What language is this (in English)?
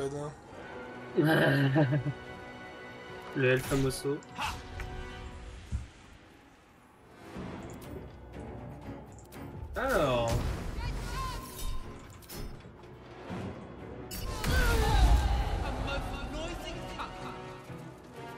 French